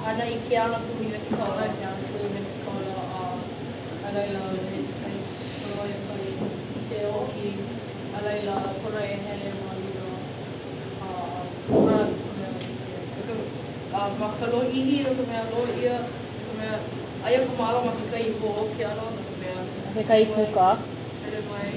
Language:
Hawaiian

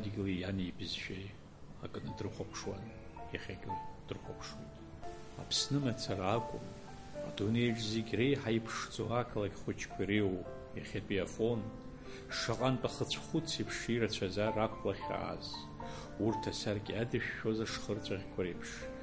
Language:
Abkhazian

